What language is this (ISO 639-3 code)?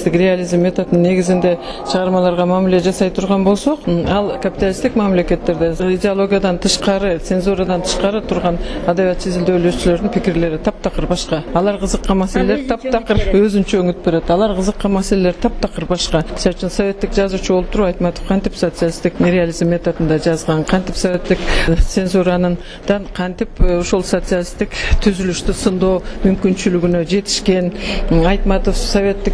kir